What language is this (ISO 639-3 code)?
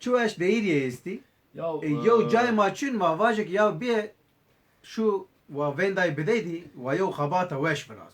zza